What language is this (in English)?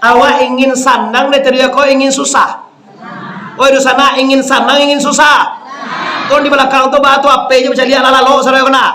Minangkabau